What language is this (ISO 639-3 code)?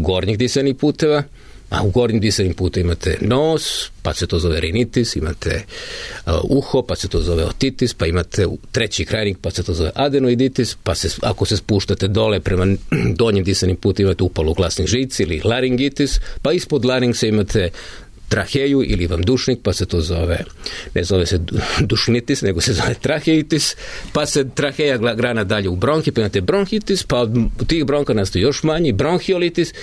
srp